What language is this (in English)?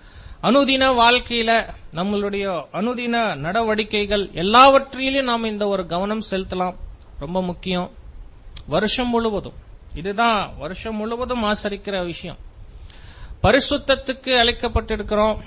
Tamil